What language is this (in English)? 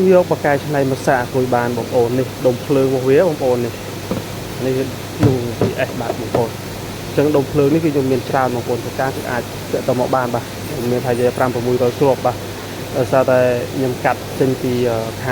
Khmer